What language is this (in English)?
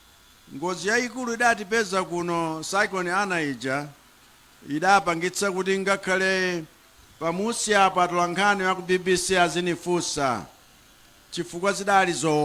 Nyanja